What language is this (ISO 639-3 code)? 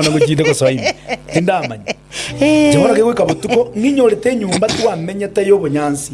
guz